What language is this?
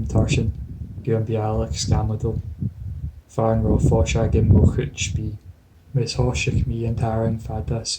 Scottish Gaelic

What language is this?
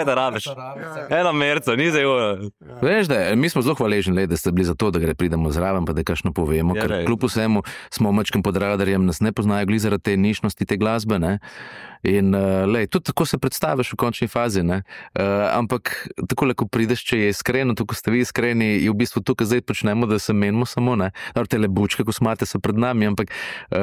Slovenian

